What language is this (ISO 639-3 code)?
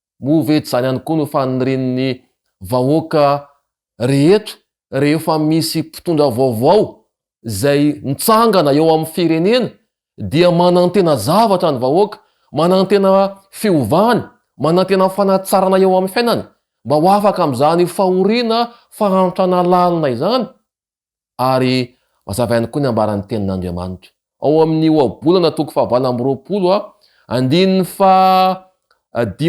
mlg